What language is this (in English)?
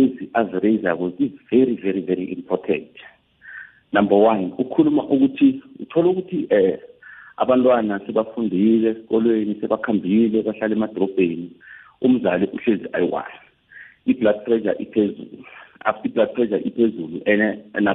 South Ndebele